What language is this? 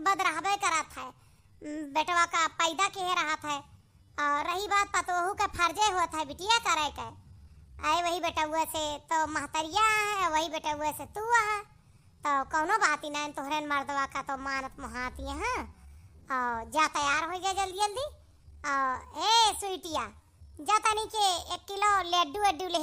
Awadhi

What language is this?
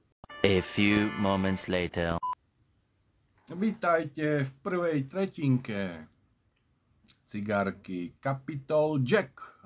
Slovak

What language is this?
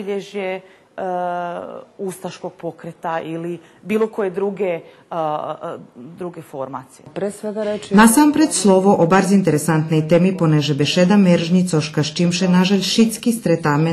Rusyn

